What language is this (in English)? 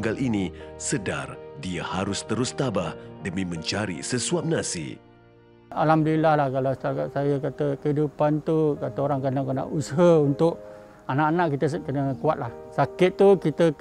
Malay